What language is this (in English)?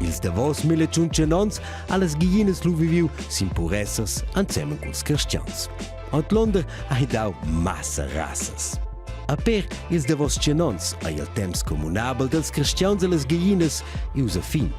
Romansh